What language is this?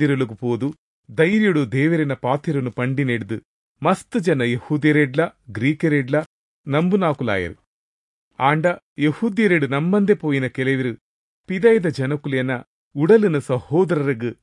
Tulu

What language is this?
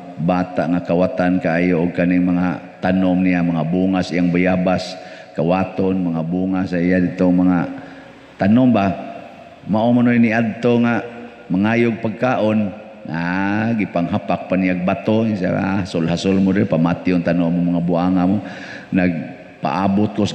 Cebuano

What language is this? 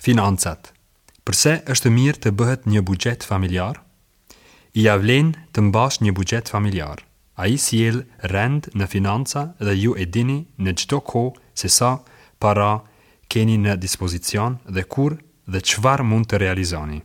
Albanian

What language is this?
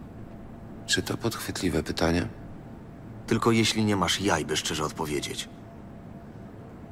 Polish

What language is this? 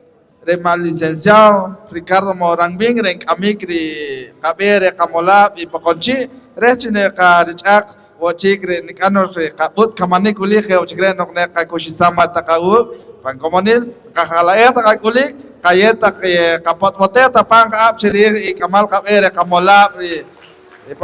Poqomchi'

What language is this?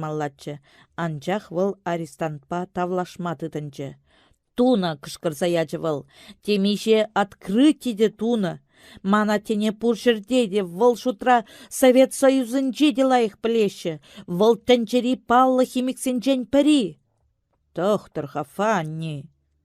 Chuvash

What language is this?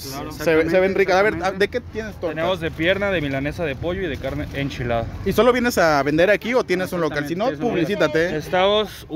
Spanish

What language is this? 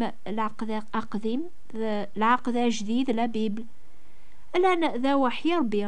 Kabyle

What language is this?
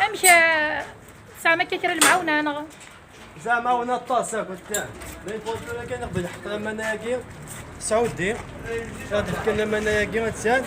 Kabyle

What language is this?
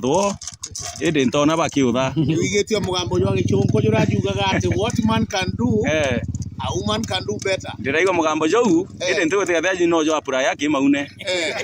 Meru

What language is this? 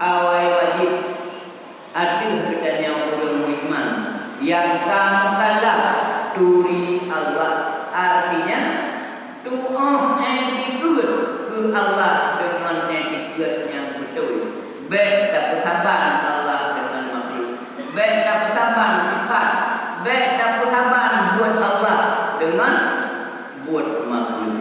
Achinese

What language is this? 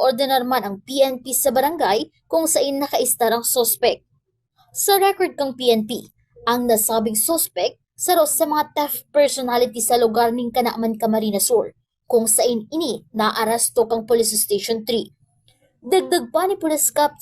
Bikol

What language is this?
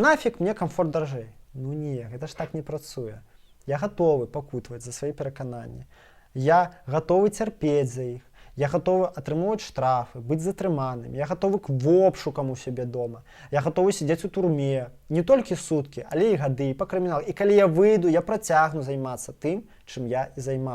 Belarusian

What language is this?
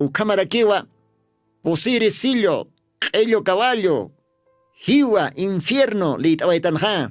Aymara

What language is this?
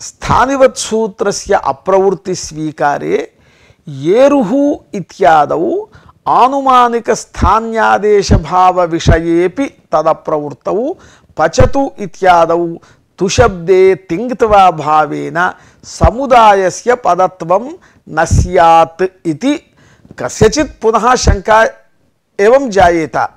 Sanskrit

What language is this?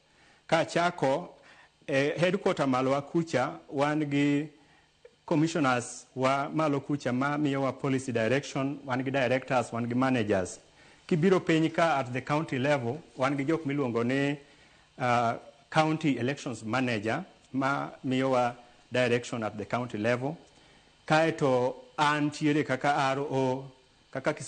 Luo (Kenya and Tanzania)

